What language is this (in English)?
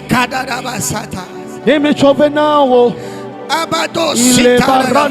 Ewe